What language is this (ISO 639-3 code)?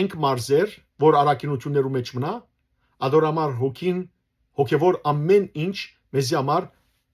hyw